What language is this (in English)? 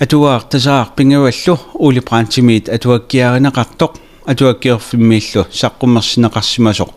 Kalaallisut